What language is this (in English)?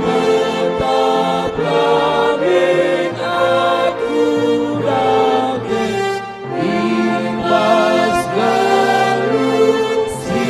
Batak Karo